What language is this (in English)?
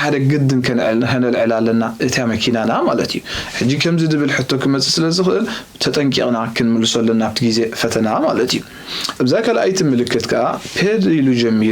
Tigrinya